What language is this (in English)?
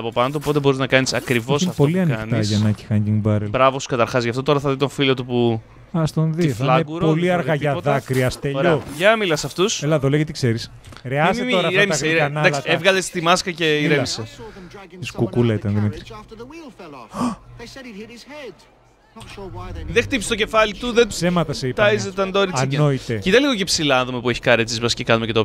Greek